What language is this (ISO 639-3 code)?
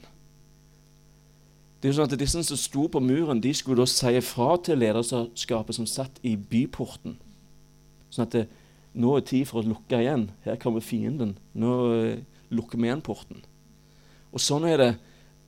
nor